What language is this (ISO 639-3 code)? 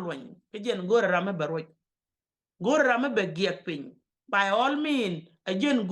nus